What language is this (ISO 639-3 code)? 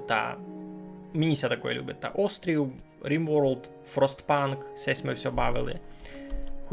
rue